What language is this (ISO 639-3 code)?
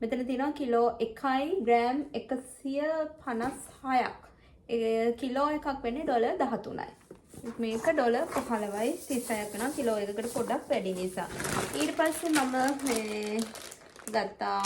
sin